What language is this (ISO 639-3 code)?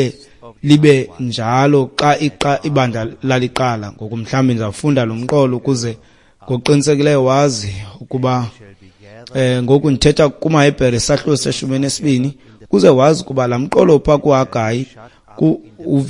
xho